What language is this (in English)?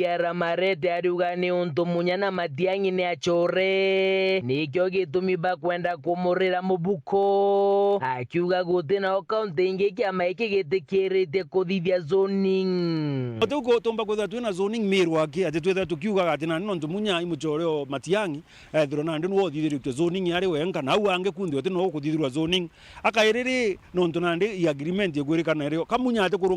Meru